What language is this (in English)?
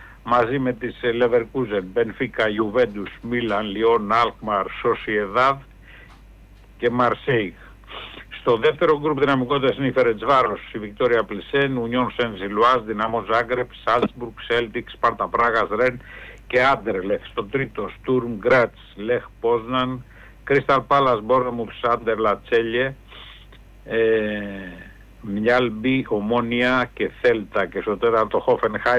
Greek